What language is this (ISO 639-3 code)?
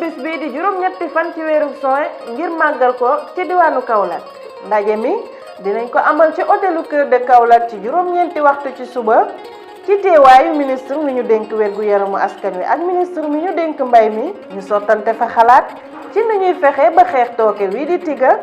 wol